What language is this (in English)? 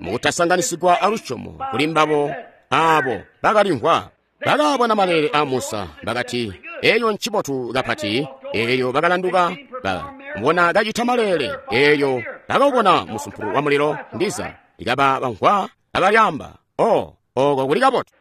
Tonga (Zambia)